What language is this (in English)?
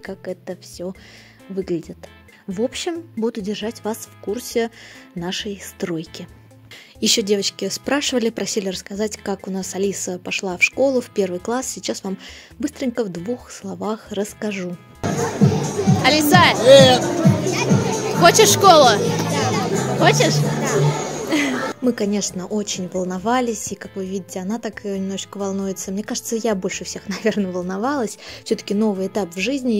Russian